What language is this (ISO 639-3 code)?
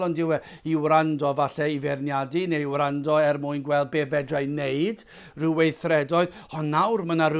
cym